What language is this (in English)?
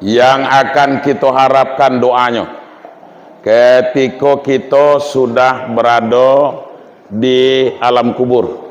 Minangkabau